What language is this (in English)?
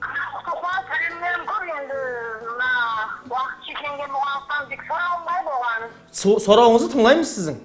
Kara-Kalpak